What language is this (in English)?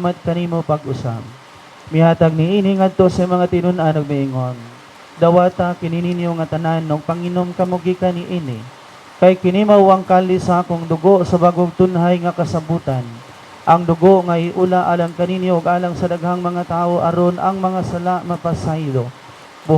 Cebuano